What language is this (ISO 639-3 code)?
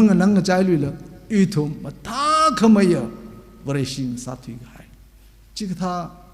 nmf